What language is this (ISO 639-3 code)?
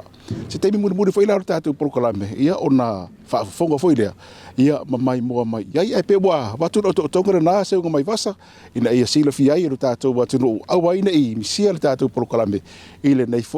smo